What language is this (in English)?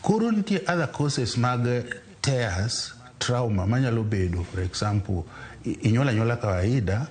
Luo (Kenya and Tanzania)